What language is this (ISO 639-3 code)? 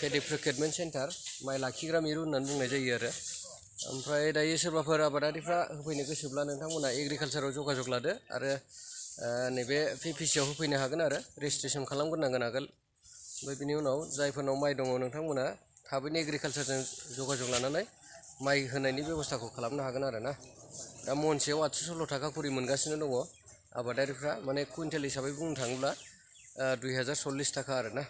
brx